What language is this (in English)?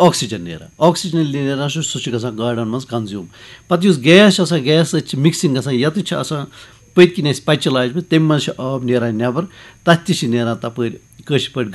Kashmiri